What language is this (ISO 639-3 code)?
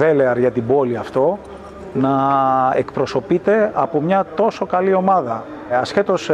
ell